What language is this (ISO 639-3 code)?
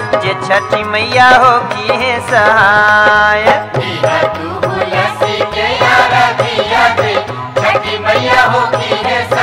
bho